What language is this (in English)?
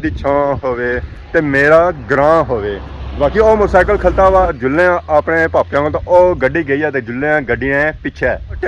Pahari-Potwari